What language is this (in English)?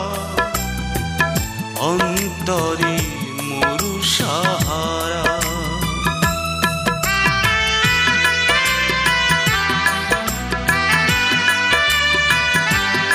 Bangla